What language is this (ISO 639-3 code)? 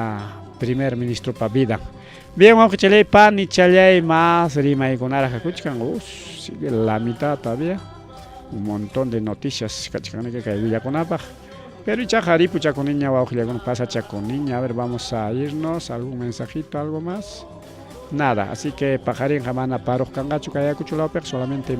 quy